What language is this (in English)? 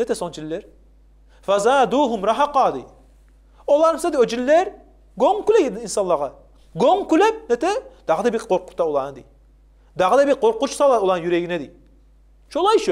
Kumyk